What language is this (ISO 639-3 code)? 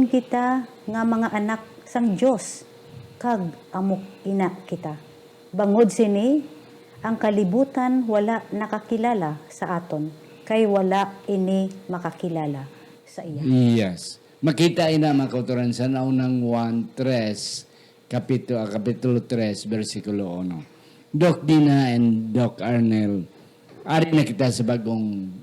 hil